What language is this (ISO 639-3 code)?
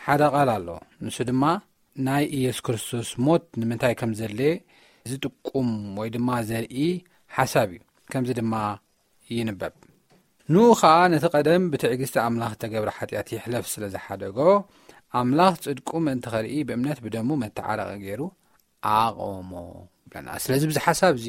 tir